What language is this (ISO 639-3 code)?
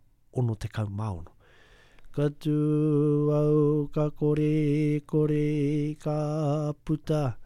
mri